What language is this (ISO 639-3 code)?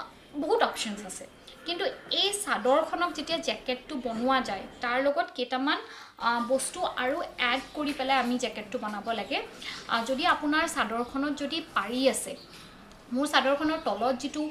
asm